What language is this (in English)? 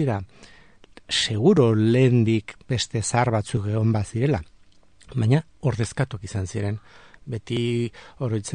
Basque